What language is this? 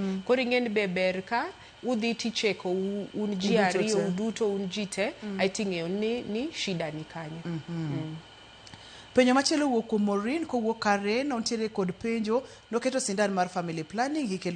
Luo (Kenya and Tanzania)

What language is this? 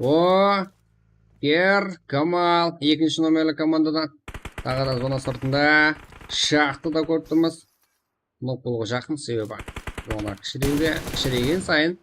Kara-Kalpak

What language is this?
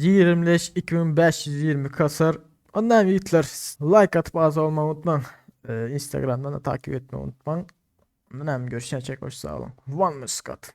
Turkmen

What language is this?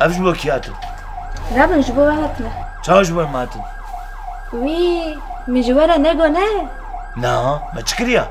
Kurdish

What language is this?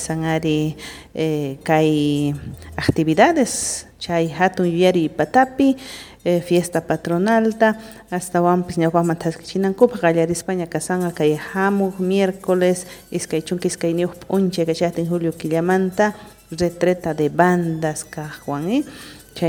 South Bolivian Quechua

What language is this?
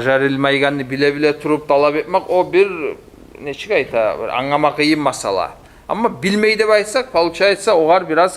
Kumyk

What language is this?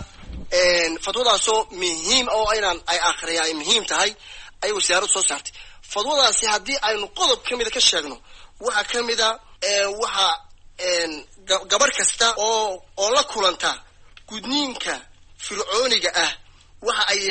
Somali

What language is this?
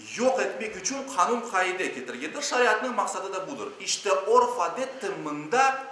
Crimean Tatar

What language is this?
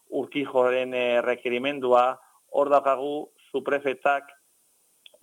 Basque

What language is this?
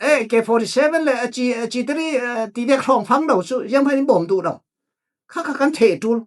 Falam Chin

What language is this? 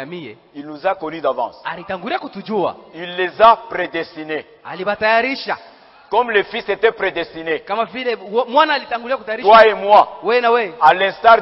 Swahili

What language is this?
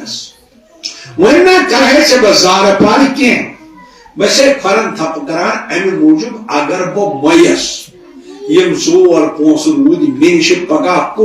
Kashmiri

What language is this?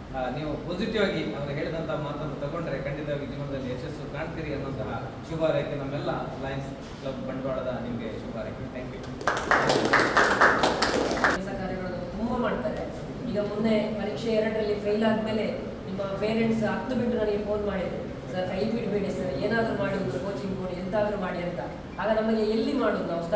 Kannada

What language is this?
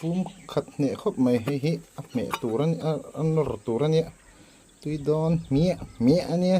Mizo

